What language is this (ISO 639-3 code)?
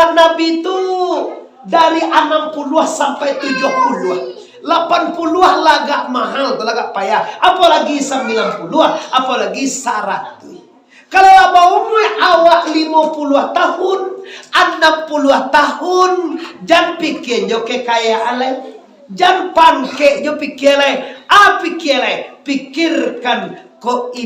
min